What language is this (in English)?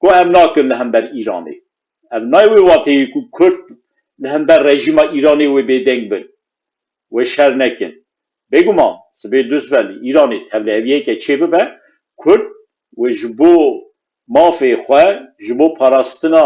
Kurdish